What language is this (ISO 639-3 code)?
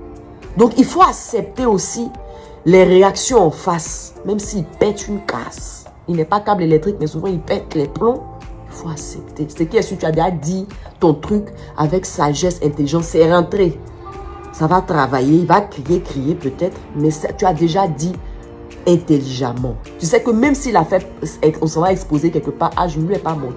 fra